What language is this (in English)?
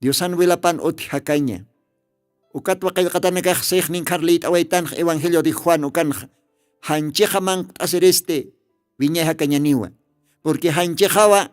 Aymara